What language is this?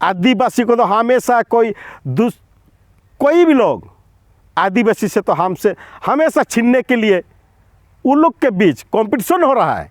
Santali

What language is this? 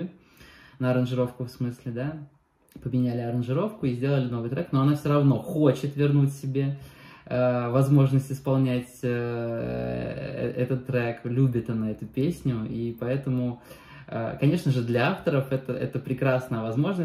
Russian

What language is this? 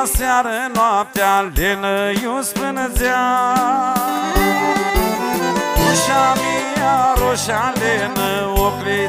Romanian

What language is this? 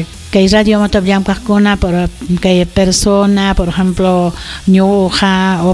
Ayacucho Quechua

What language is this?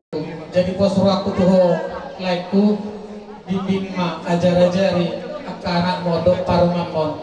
Batak Toba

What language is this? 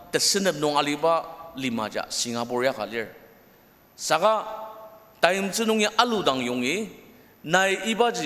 Ao Naga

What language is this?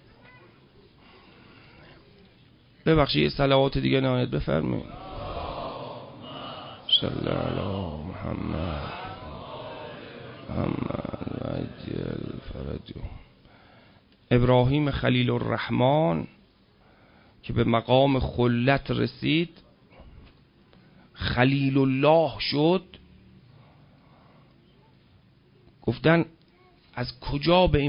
Persian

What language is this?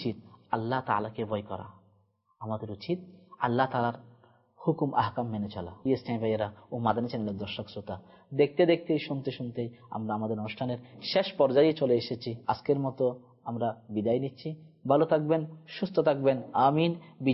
Bangla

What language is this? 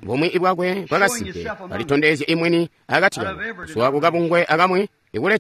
Tonga (Zambia)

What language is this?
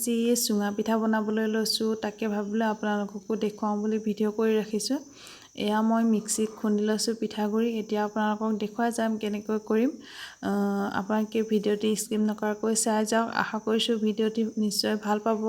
Assamese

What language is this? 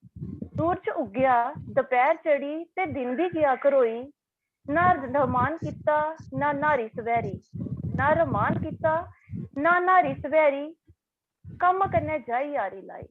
Dogri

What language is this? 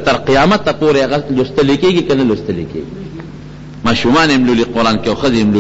Pashto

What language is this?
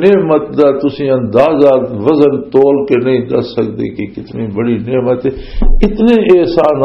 Western Panjabi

